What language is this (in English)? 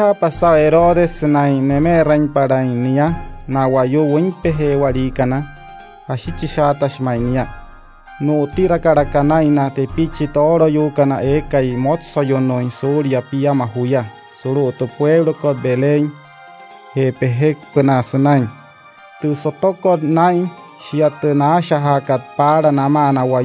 Wayuu